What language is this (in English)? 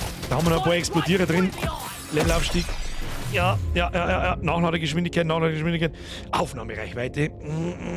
Bavarian